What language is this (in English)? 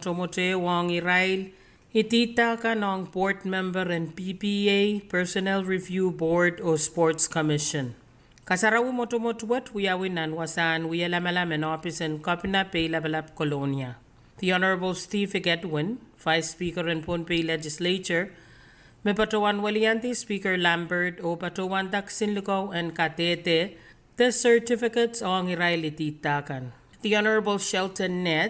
Pohnpeian